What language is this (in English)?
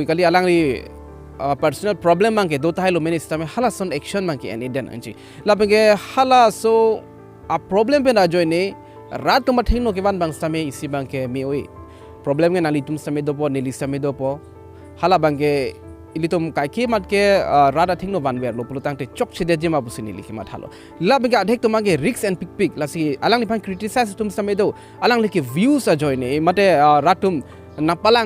Karbi